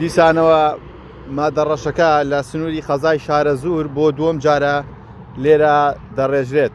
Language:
Central Kurdish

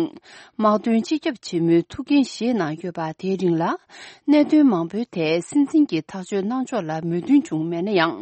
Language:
Tibetan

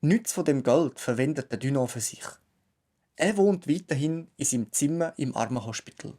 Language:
Swiss German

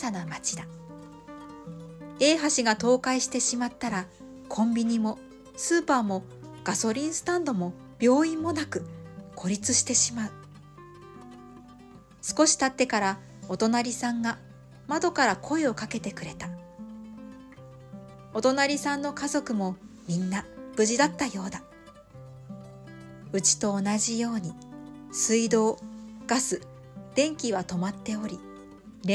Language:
Japanese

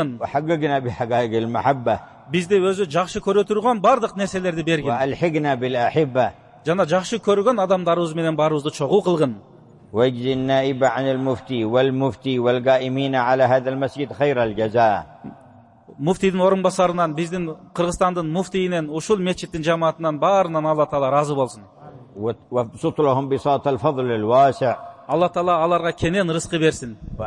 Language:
Kyrgyz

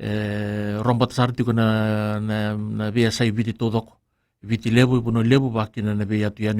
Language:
Fijian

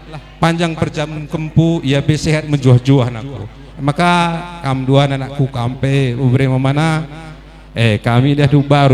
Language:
Batak Karo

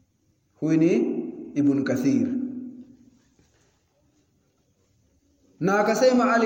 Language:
Swahili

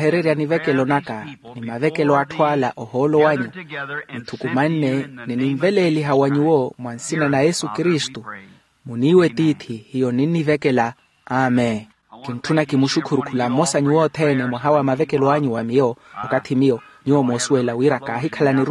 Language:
Makhuwa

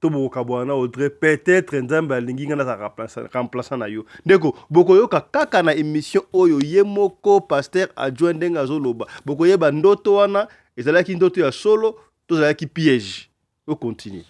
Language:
Lingala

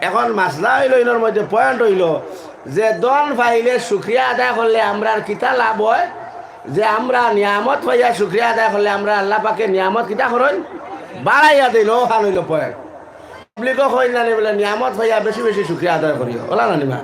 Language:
Sylheti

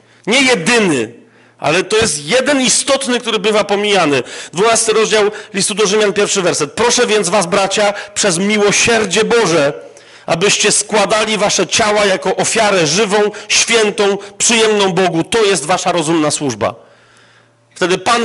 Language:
Polish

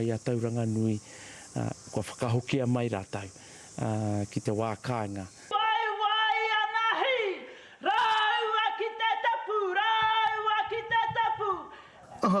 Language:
Māori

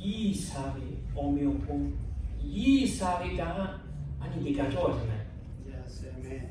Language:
Lahu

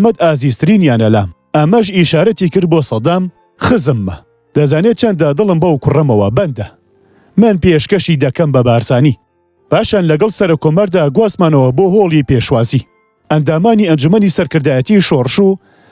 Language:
Central Kurdish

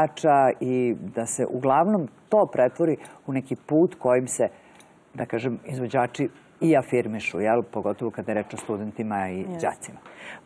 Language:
Serbian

